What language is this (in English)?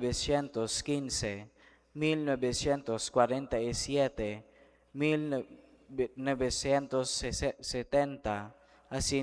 Bikol